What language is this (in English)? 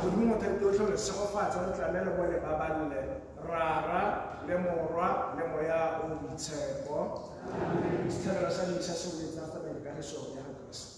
Tswana